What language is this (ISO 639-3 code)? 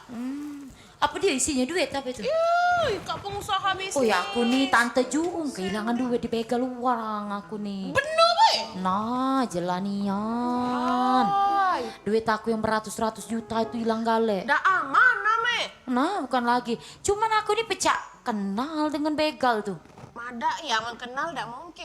mui